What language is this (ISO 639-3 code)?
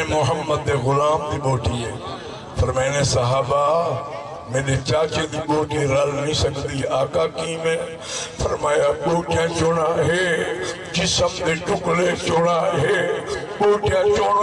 skr